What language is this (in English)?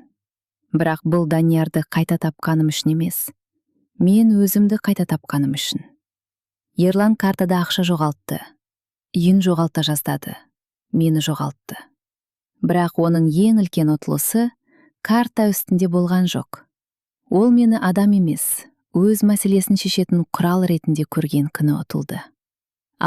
Kazakh